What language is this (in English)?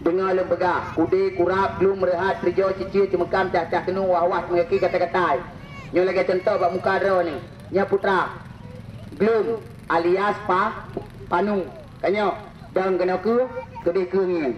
Achinese